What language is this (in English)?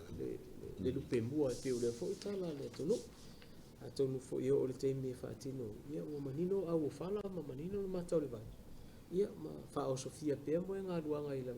Samoan